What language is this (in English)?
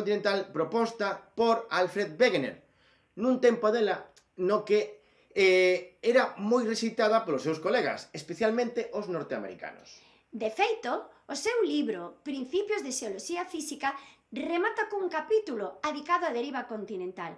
Galician